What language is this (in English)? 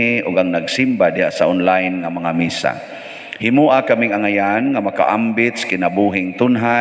Cebuano